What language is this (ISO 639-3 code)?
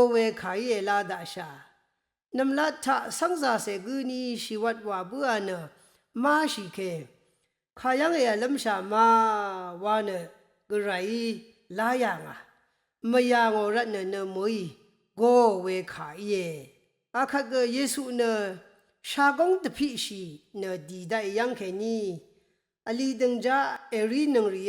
raw